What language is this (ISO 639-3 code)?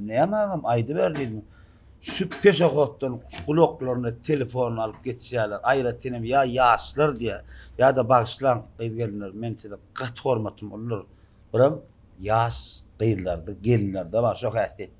tuk